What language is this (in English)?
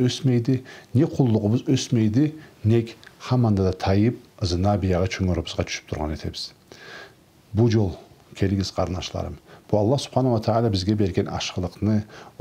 Karachay-Balkar